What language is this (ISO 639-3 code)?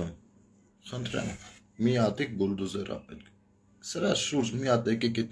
hye